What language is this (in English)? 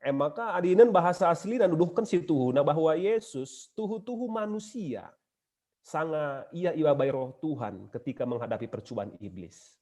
Batak Karo